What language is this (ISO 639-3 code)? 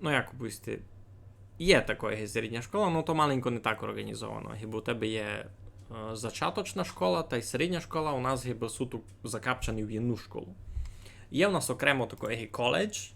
rue